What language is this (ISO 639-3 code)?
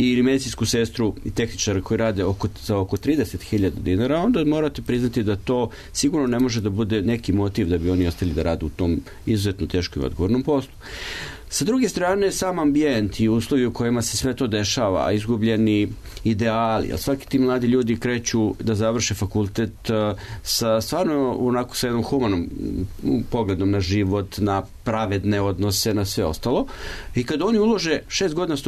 srp